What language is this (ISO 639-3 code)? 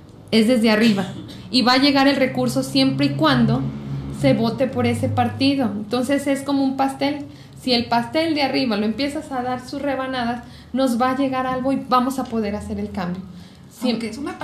spa